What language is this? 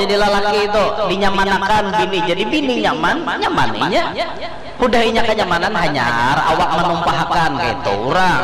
Banjar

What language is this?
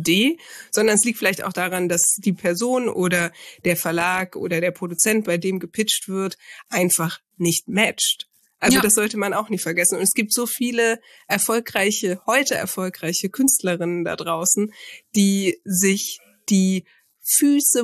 German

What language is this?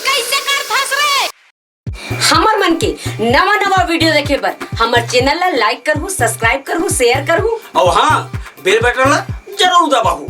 Chhattisgarhi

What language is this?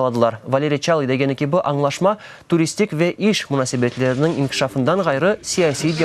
Crimean Tatar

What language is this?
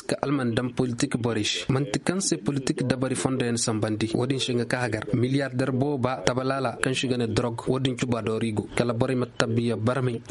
Koyraboro Senni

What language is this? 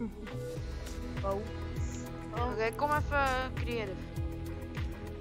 Dutch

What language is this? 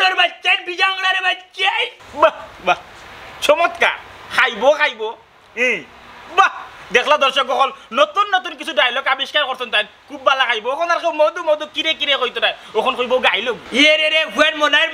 Sylheti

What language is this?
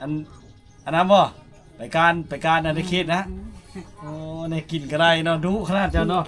Lao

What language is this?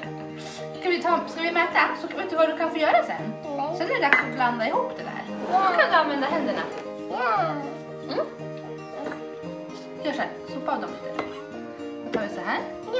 Swedish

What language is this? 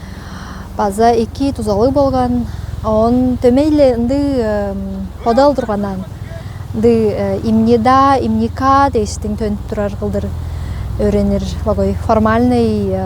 Tuvinian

